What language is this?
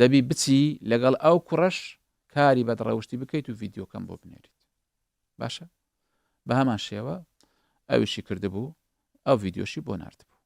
Central Kurdish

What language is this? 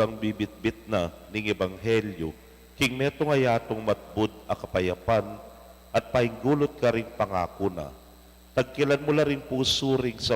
Pampanga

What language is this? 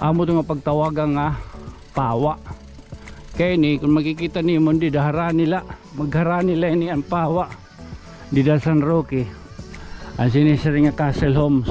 Waray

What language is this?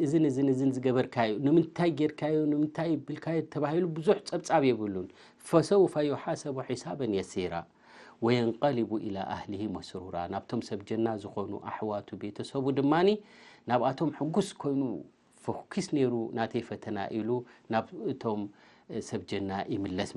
Tigrinya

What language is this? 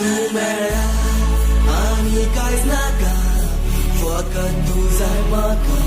Konkani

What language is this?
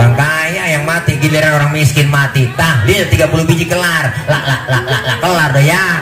Betawi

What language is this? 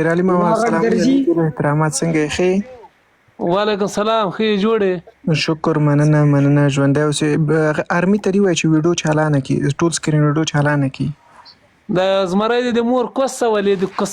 Pashto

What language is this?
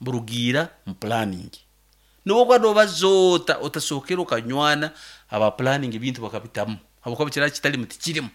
Nyankole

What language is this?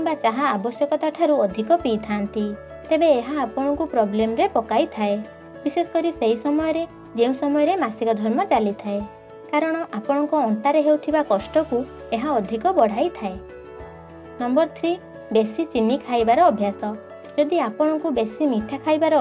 Odia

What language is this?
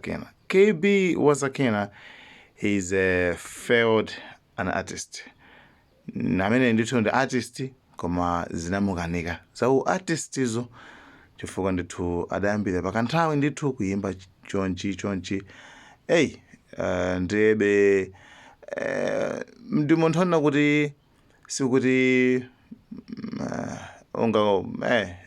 Nyanja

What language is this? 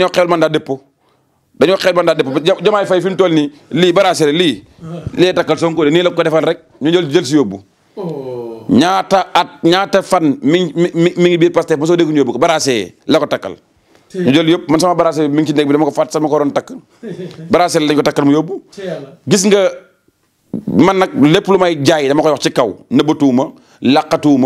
Wolof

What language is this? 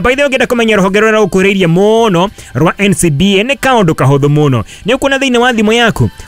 Kikuyu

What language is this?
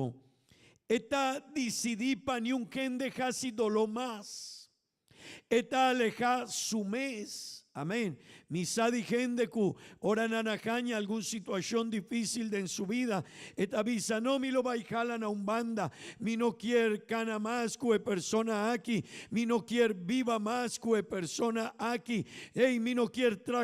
Papiamento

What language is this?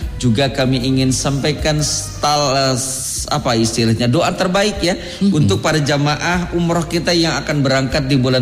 Indonesian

